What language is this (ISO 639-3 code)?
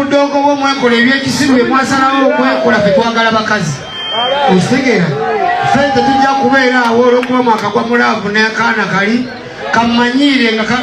lug